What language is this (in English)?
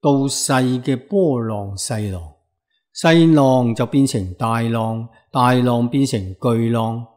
Cantonese